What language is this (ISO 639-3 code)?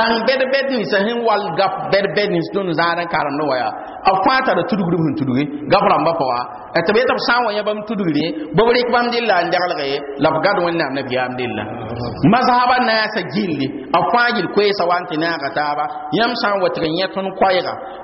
mos